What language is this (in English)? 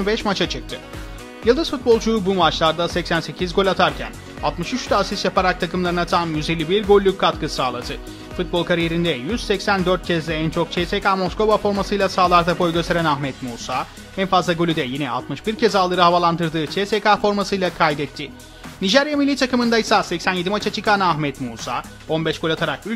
Turkish